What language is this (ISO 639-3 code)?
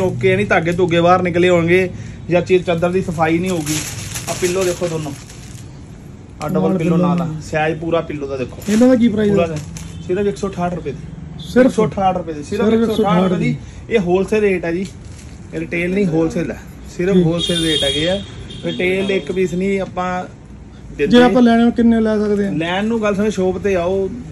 pan